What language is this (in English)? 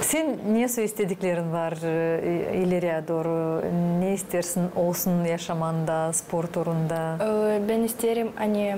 Gagauz